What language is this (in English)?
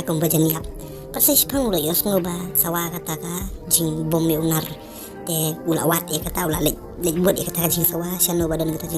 Khasi